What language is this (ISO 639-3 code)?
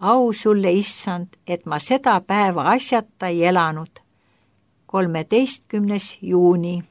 est